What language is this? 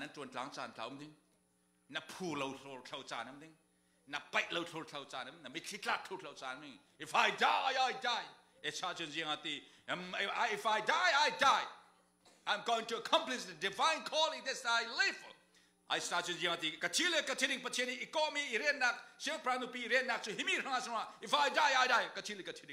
Falam Chin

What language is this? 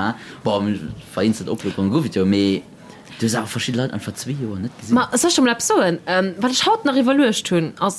Luxembourgish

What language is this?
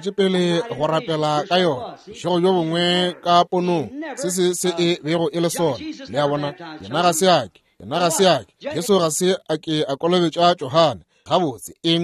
Northern Sotho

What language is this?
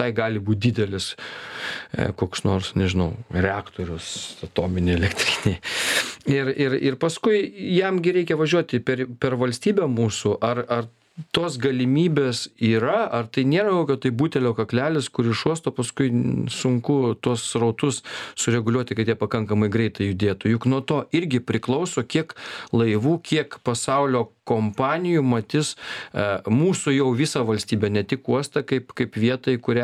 Lithuanian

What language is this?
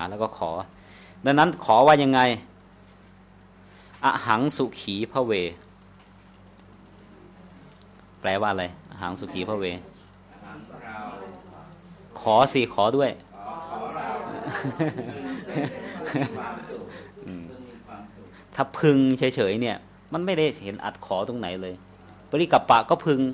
Thai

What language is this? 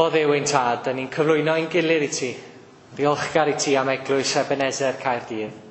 Welsh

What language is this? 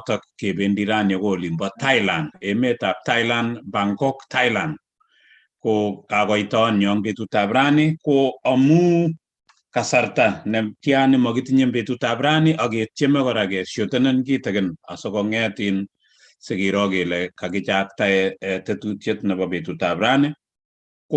Kalenjin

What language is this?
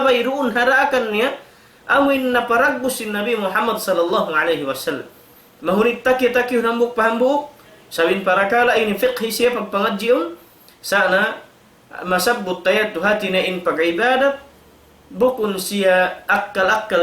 Tausug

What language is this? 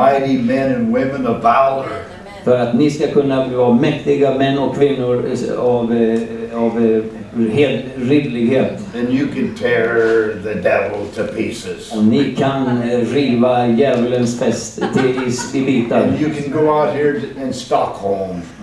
Swedish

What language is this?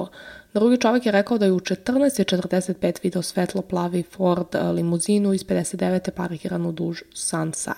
Serbian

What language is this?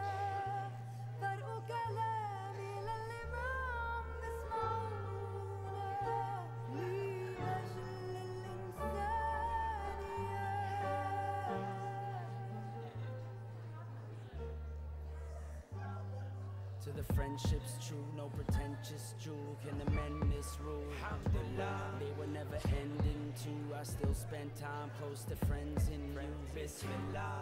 English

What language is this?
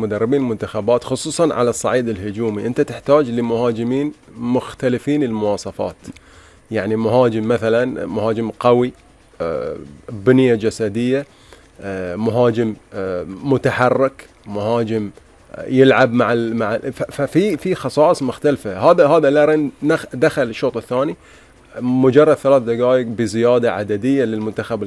Gulf Arabic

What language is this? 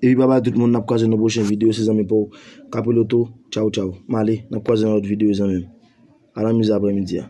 Haitian Creole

